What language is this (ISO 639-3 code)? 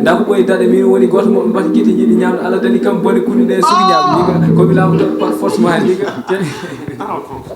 ful